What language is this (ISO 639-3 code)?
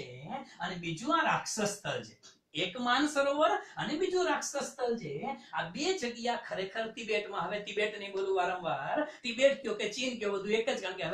guj